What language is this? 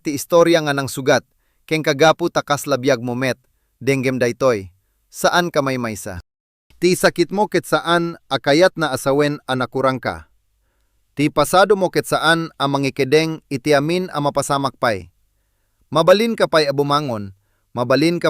Iloko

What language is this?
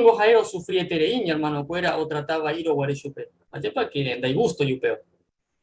Guarani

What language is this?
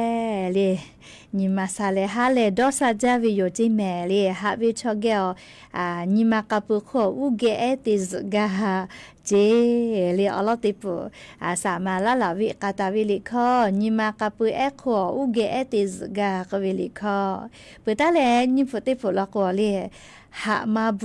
Lahu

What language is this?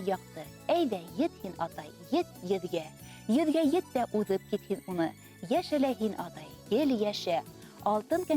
Bashkir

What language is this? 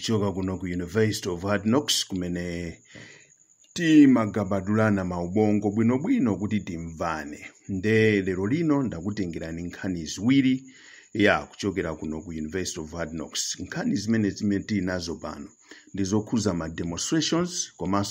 Nyanja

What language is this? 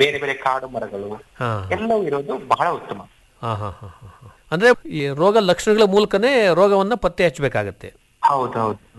Kannada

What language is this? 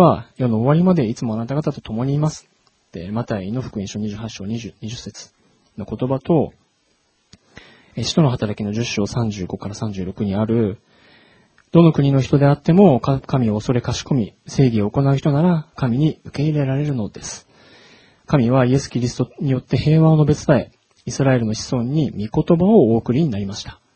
Japanese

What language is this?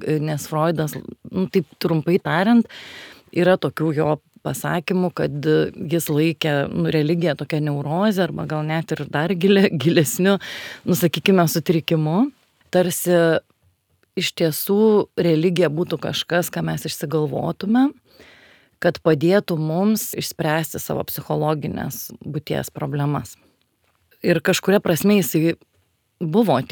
Lithuanian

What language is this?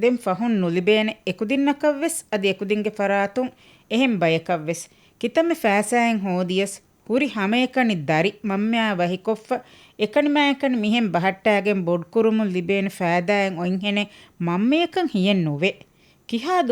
Divehi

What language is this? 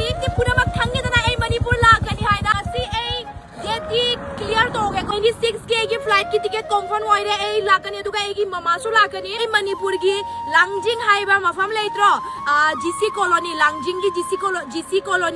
Manipuri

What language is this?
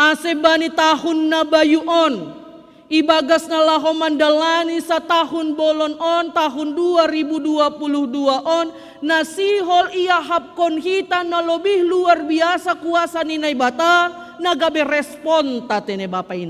Batak Simalungun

